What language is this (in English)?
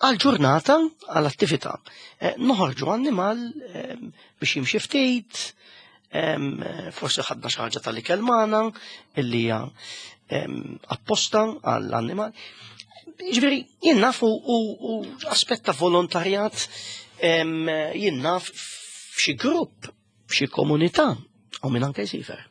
Maltese